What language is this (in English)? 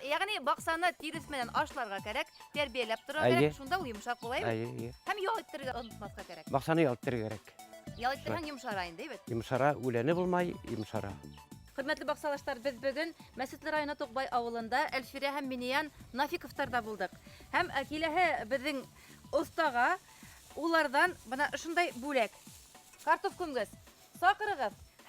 Bashkir